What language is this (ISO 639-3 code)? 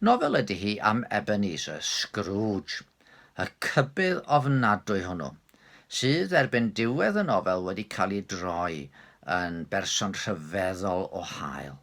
cym